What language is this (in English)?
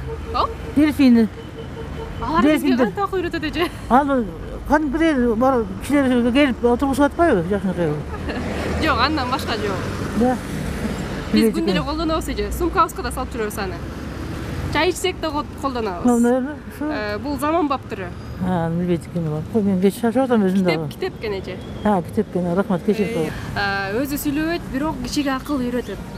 Kyrgyz